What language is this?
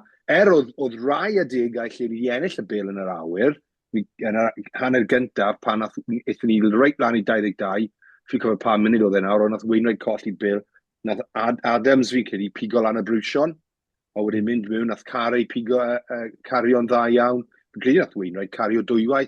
Welsh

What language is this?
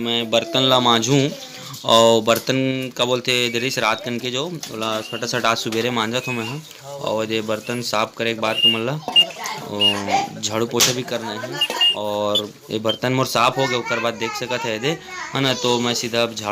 Chhattisgarhi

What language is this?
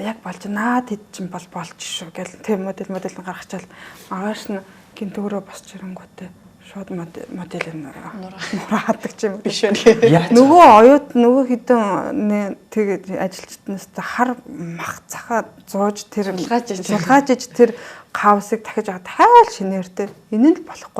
Mongolian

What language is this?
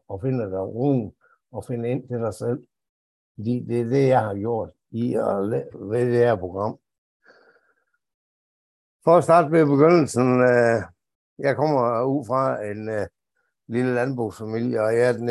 Danish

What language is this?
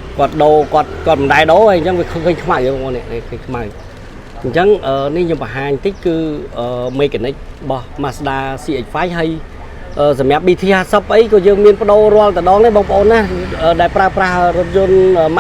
Khmer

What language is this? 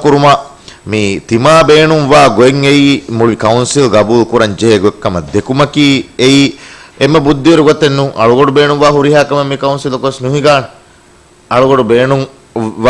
Divehi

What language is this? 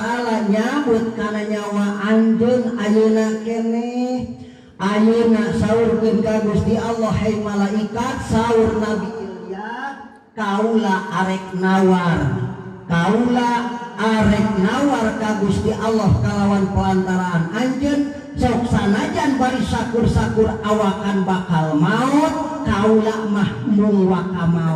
Sundanese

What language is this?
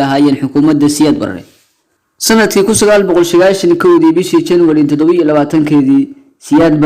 Somali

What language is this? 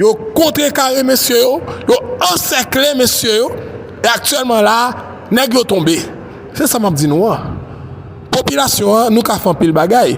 Haitian Creole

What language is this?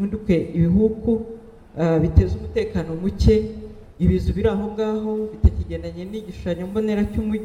Kinyarwanda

